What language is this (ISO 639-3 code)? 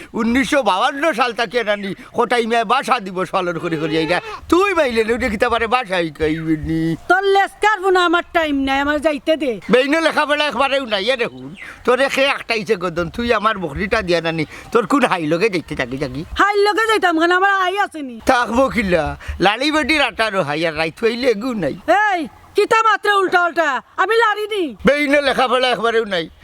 syl